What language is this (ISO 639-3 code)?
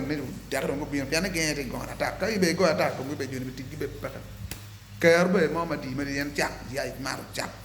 ach